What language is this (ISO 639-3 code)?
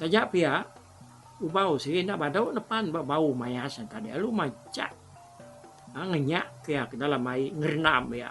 iba